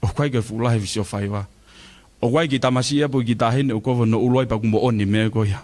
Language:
Tongan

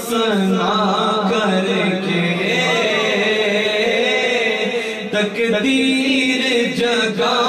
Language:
Urdu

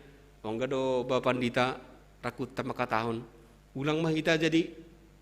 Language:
Batak Simalungun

